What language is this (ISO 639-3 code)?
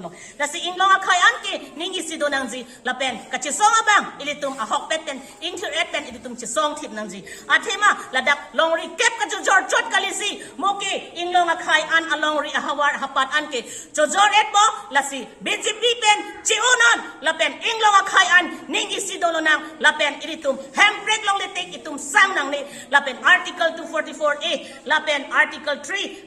mjw